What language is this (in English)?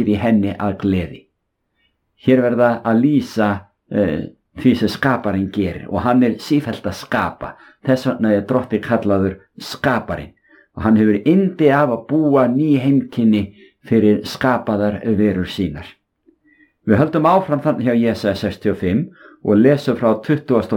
Icelandic